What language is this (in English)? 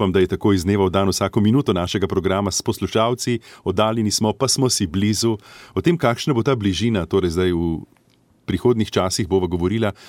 Slovenian